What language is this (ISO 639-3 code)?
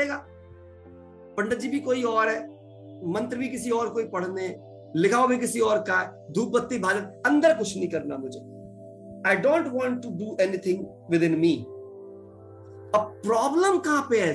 hin